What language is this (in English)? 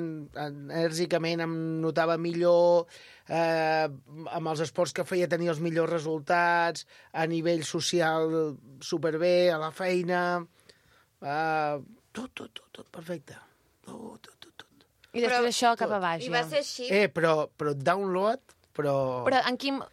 Catalan